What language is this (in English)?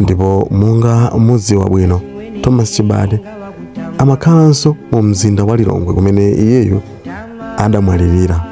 Nyanja